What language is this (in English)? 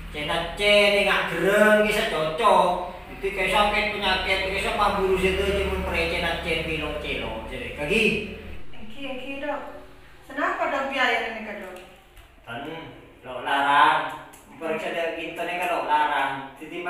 Madurese